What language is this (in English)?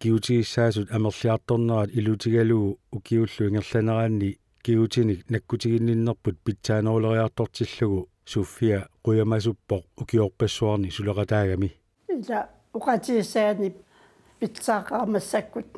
Kalaallisut